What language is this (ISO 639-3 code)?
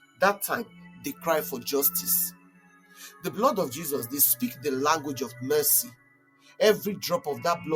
pcm